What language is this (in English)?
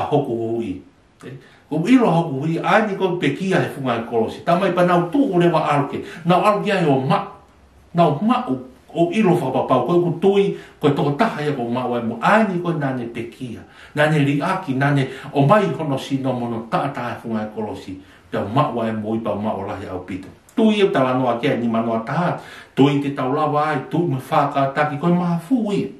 Tongan